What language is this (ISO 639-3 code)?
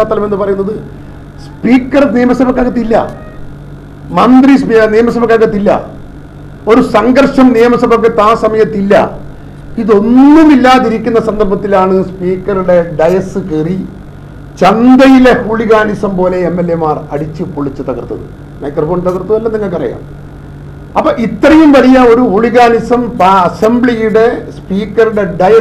mal